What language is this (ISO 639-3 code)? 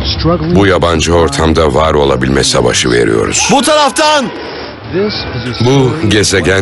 tur